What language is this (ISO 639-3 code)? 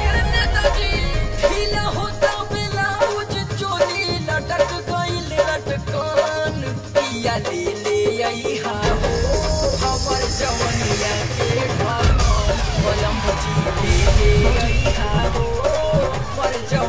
bho